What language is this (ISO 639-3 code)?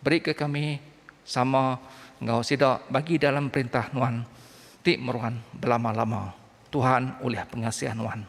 iba